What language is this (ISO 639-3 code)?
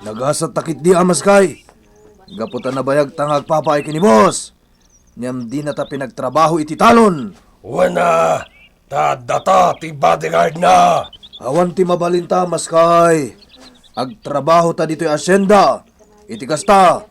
ilo